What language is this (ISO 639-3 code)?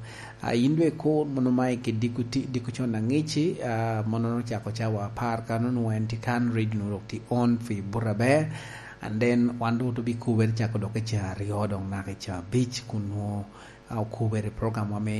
laj